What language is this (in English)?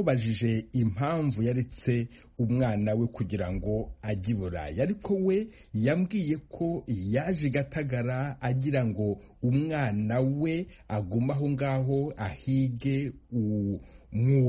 Kinyarwanda